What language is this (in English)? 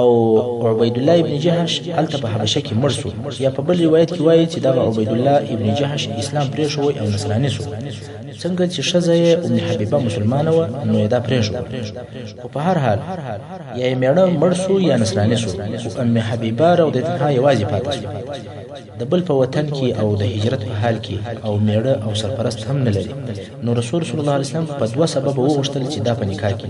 Pashto